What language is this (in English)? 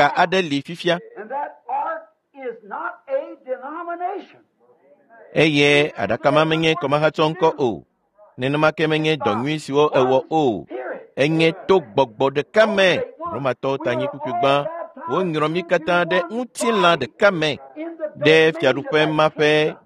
Ewe